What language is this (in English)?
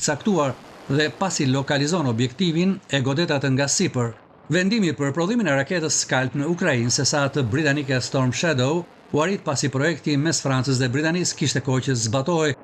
Albanian